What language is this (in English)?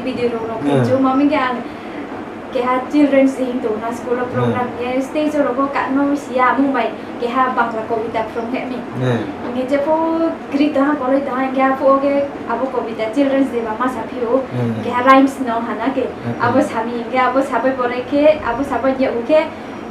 Riang (India)